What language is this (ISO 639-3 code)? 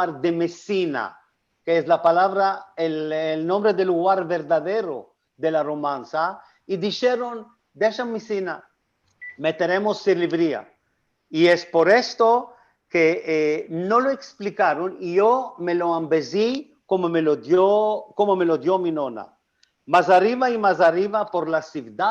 lad